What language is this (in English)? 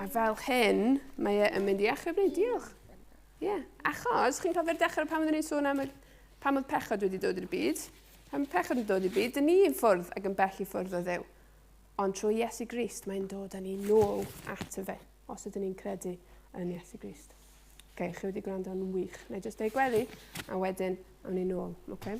Welsh